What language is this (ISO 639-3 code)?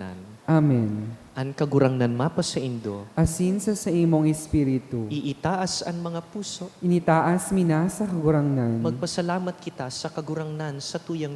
bik